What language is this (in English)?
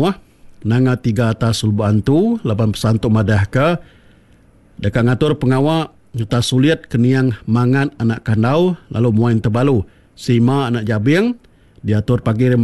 Iban